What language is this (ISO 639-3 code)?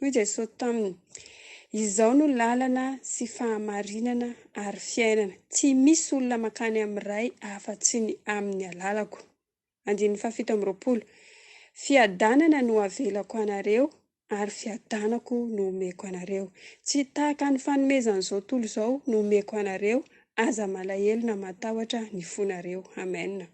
mlg